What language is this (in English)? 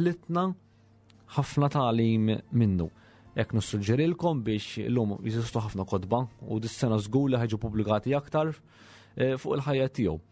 Maltese